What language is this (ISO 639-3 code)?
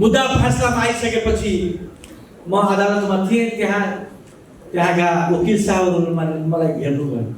nep